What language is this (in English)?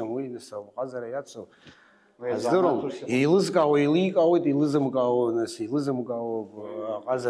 Abkhazian